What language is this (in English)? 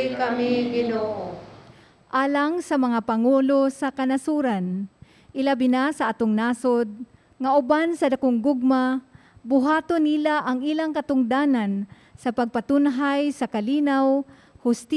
Cebuano